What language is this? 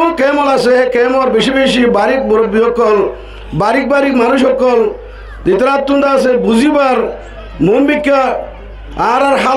Rohingya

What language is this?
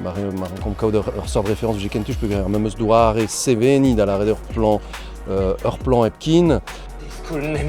Breton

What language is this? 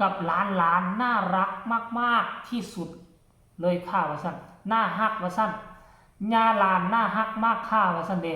Northeastern Thai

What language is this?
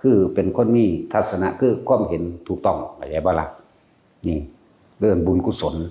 Lao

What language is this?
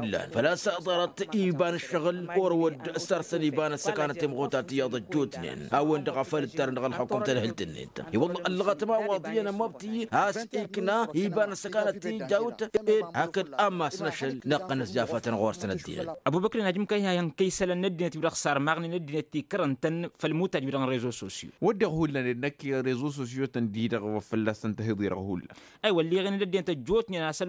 Tamasheq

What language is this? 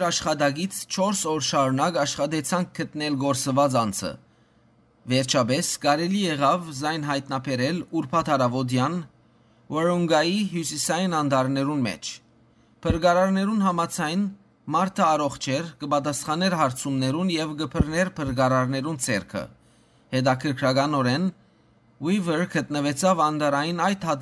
Western Armenian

